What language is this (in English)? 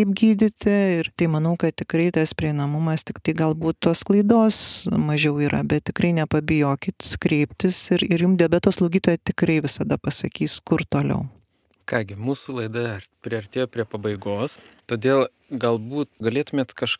Lithuanian